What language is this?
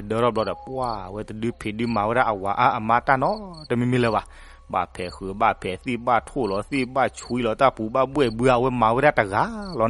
S'gaw Karen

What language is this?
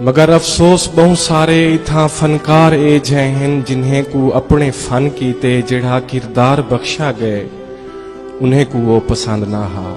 Saraiki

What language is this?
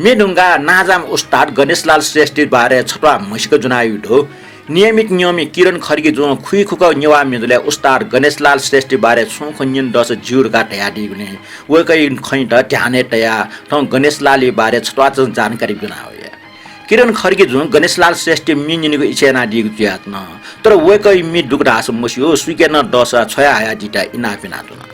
Newari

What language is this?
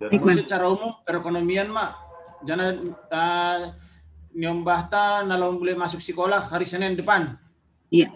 Batak Simalungun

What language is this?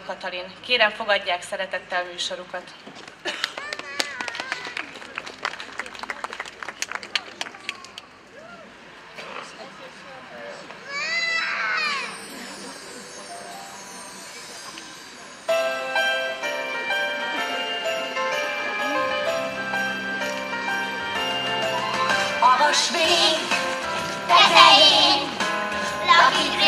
Hungarian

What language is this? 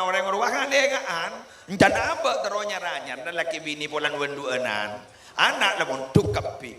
Madurese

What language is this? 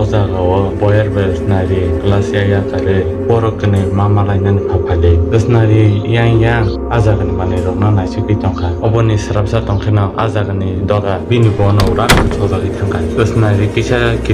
Kok Borok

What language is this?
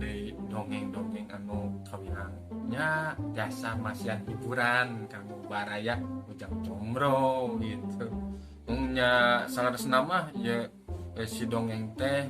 Sundanese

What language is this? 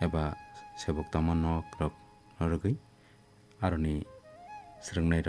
Kok Borok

